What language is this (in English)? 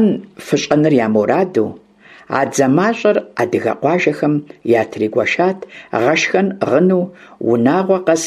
Kabardian